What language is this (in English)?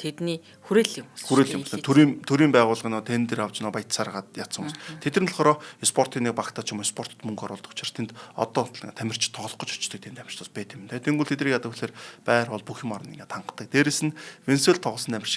Mongolian